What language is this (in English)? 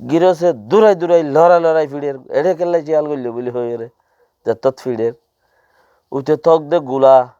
Rohingya